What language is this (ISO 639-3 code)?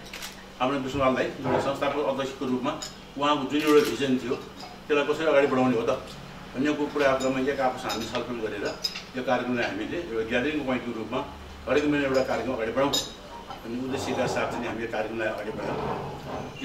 nep